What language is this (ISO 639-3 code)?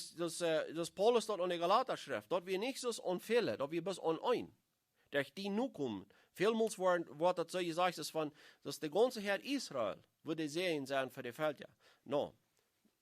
pdt